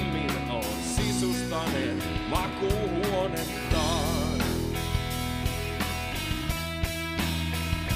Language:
Finnish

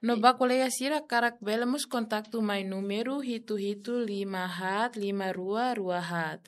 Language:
Tetum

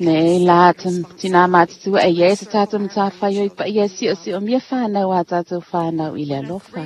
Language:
Samoan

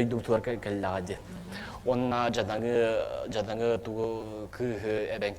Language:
Yakut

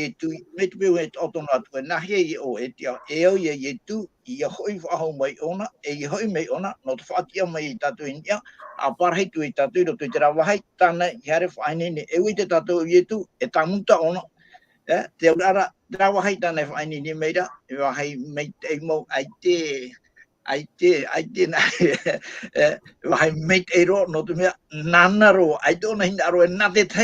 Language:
Tahitian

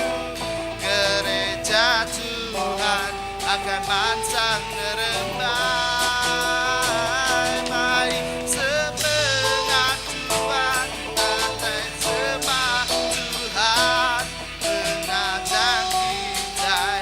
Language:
Iban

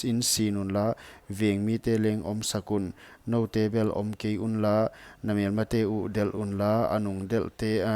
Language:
Paite Chin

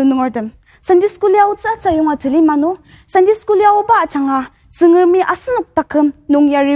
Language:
Ao Naga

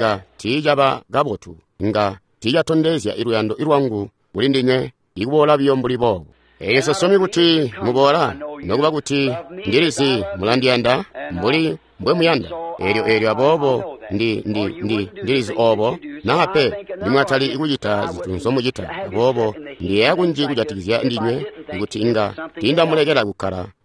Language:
Tonga (Zambia)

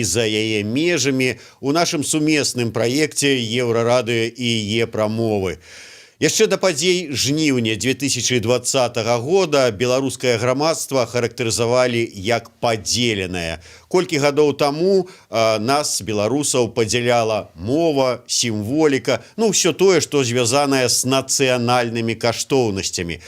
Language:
Belarusian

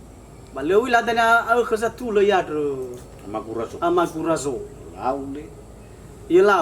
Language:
Nias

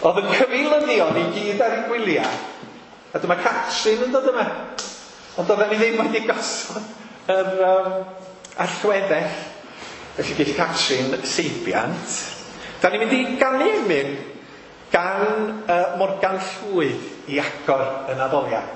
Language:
Welsh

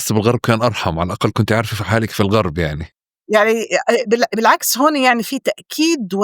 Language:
North Levantine Arabic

